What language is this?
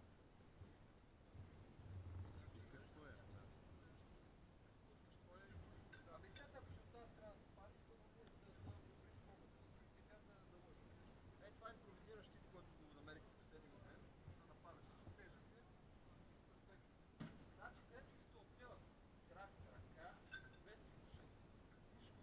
Bulgarian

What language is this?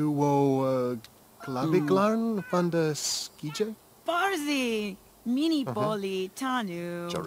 Bavarian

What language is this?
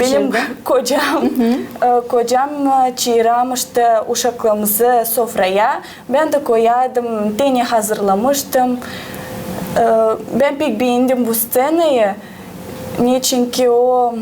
Gagauz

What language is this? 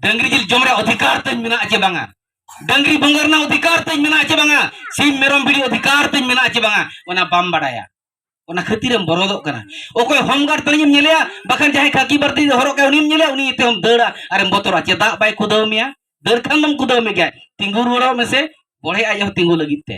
Santali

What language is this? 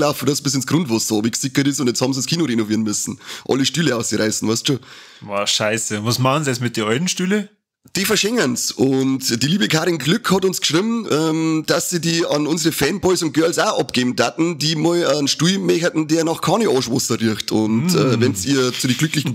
Bavarian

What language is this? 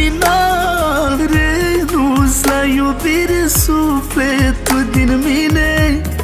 Romanian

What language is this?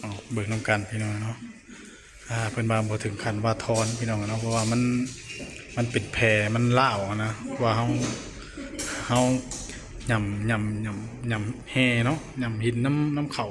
Northeastern Thai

